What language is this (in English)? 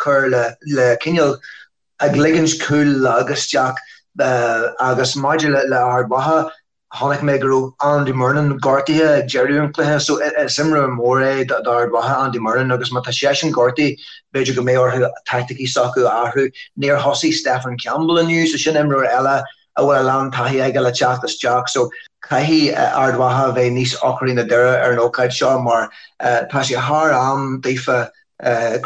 Irish